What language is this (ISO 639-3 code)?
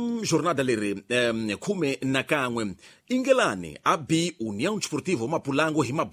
tso